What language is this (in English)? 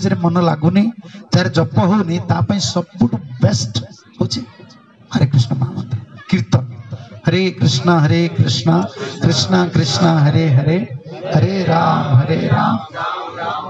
Odia